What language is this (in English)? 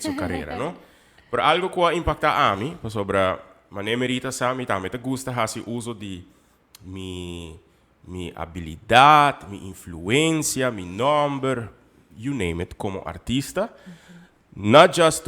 Papiamento